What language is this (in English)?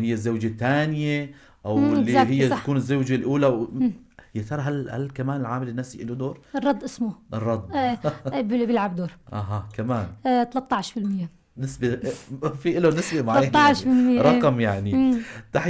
North Levantine Arabic